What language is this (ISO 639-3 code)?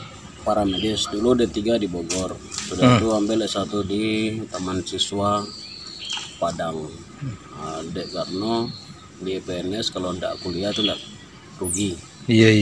min